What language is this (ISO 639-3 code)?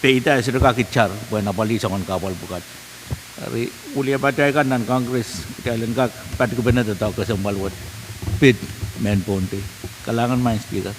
pon